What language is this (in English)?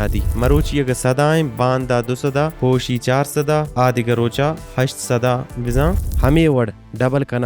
Baluchi